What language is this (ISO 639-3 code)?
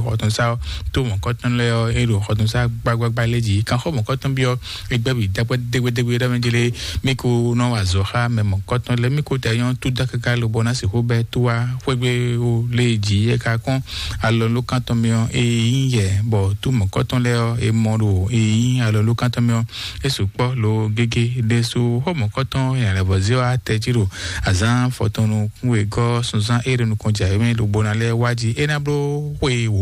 fon